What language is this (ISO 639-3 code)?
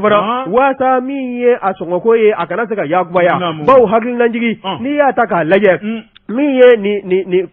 bam